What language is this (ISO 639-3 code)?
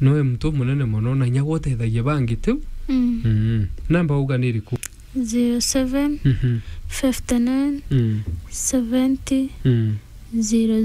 mer